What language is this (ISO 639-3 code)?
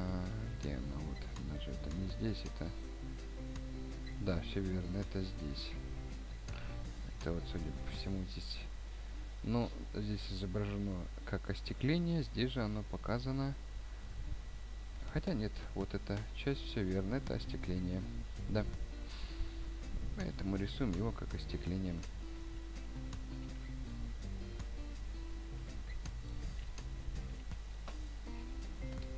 rus